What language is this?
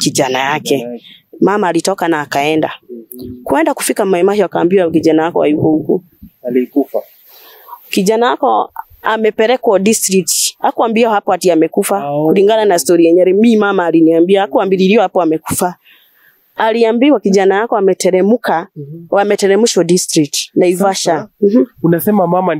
Swahili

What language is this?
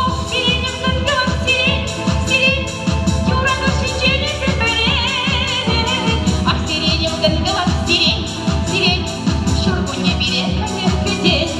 Chuvash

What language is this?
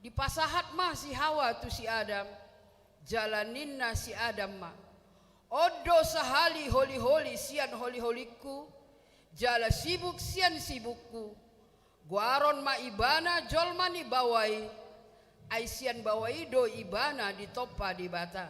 Batak Toba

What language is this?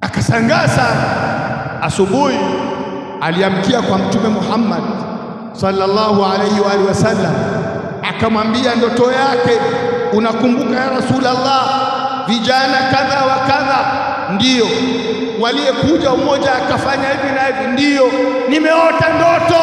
Swahili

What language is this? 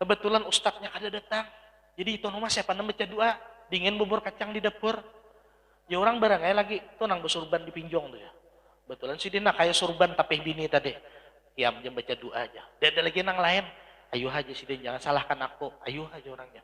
Banjar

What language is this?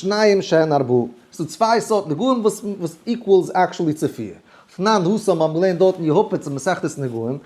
Yiddish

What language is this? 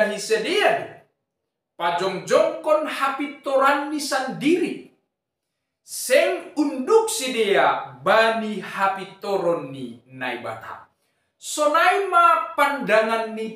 Batak Simalungun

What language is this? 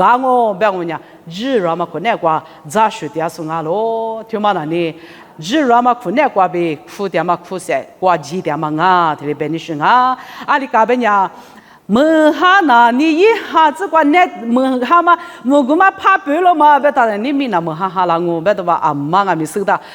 Lisu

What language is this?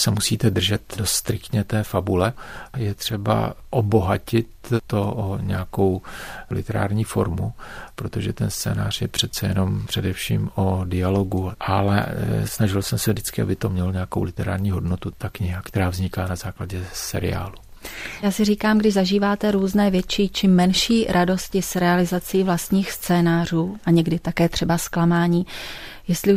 Czech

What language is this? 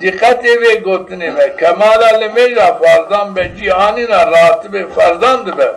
Zaza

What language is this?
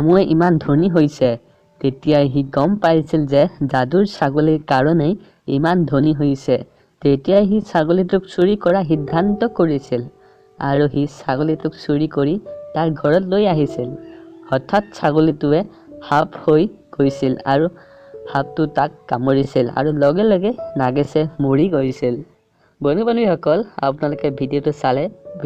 Assamese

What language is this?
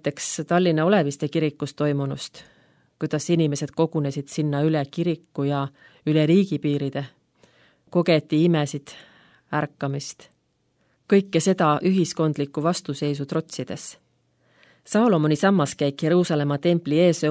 Estonian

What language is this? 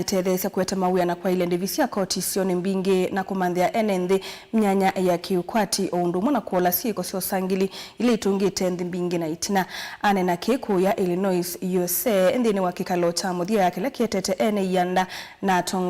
Kamba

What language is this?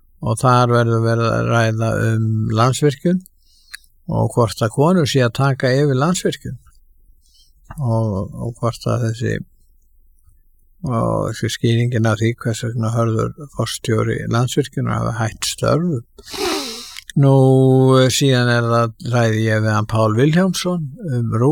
Icelandic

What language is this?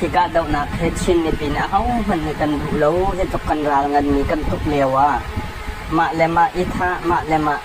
Hakha Chin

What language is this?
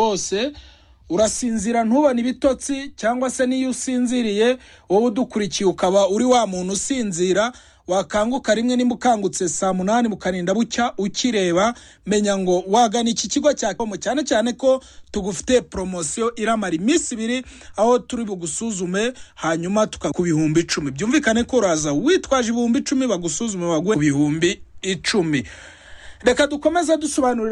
Kinyarwanda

